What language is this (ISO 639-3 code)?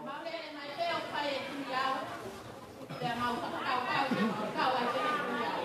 ton